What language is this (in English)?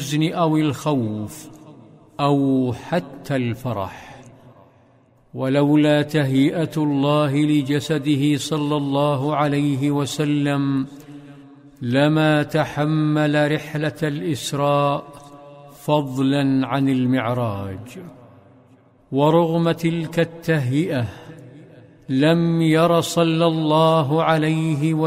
Arabic